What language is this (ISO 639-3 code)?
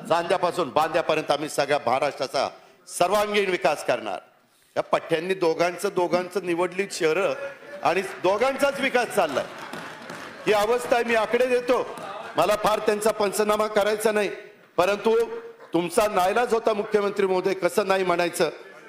mar